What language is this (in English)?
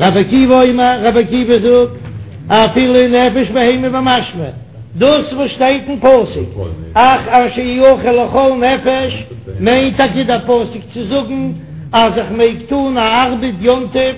Yiddish